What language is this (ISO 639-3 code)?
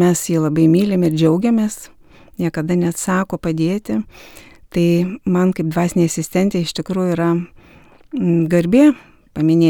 lit